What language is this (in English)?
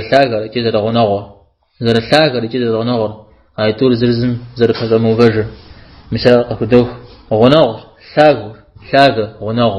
Kabardian